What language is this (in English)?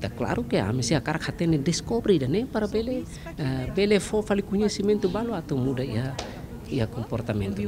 Tetum